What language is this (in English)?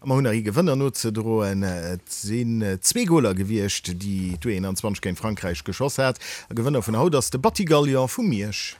Luxembourgish